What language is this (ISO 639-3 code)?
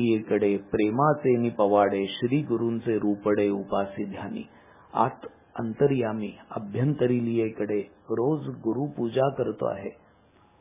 mar